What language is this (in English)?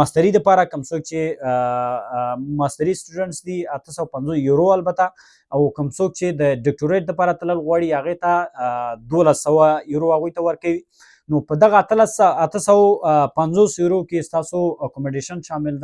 Pashto